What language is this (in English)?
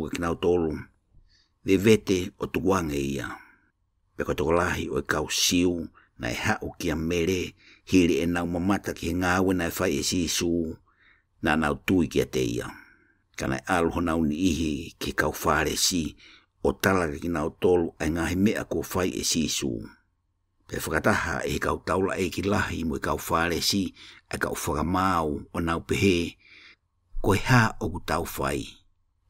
Tongan